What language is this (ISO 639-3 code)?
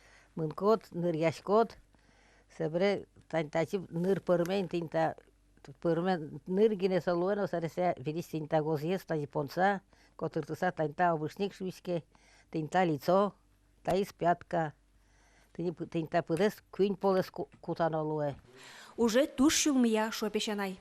udm